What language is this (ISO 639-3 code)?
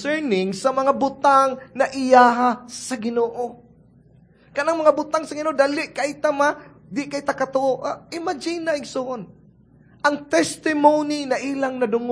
ceb